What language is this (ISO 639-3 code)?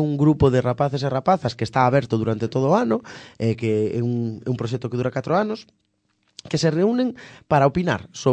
glg